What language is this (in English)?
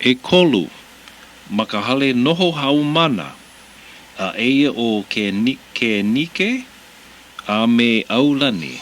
Hawaiian